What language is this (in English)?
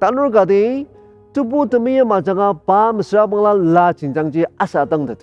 Ao Naga